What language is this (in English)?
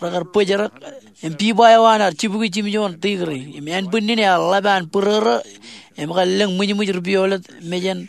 Marshallese